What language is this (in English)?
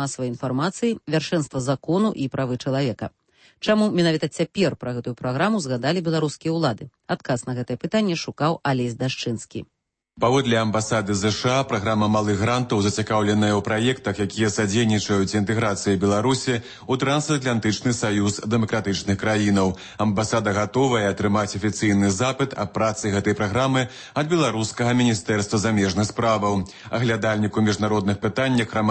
Belarusian